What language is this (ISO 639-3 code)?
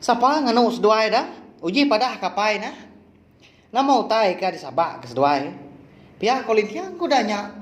iba